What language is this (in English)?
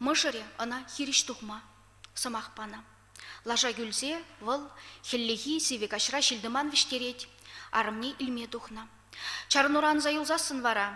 Chuvash